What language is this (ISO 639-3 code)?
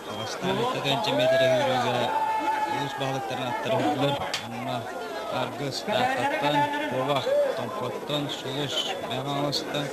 sah